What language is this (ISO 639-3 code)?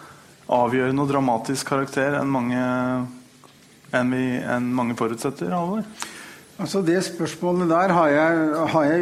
nor